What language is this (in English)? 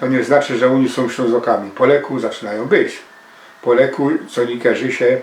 Silesian